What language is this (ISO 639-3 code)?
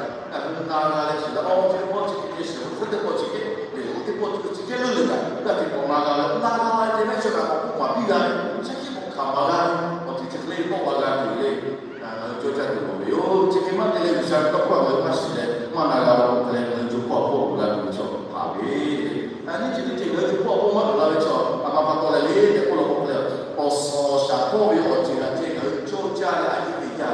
lhu